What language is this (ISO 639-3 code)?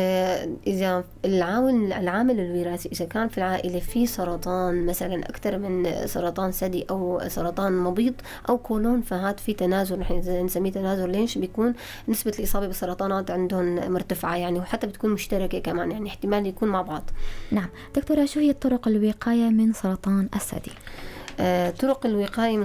apc